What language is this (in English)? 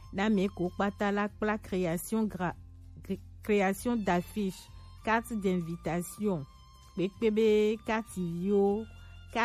Gen